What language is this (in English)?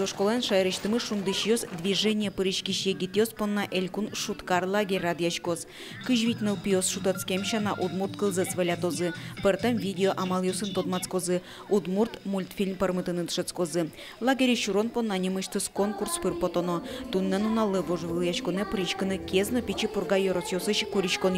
Udmurt